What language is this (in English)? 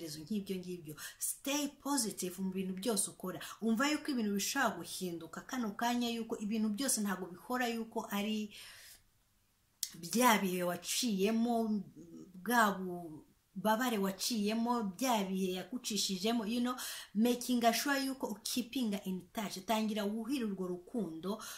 Kinyarwanda